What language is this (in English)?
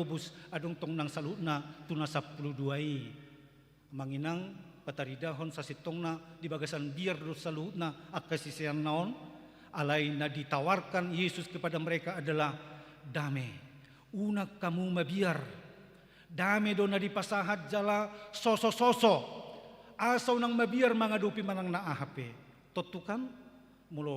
Batak Toba